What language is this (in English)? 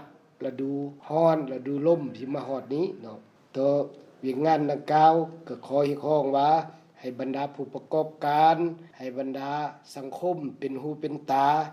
Lao